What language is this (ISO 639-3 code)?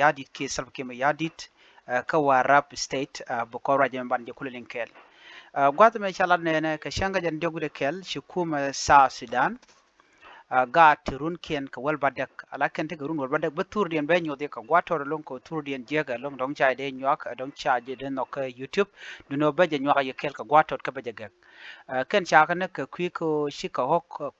nus